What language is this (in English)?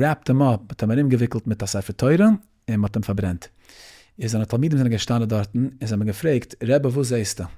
Yiddish